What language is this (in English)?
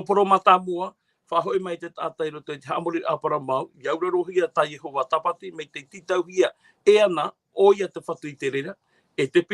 Tahitian